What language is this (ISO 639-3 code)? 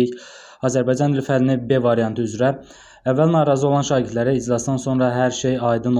aze